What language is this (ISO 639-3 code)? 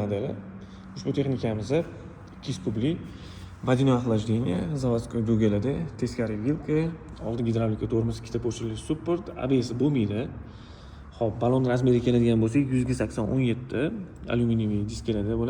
uzb